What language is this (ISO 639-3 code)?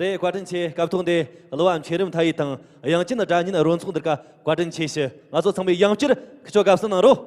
bod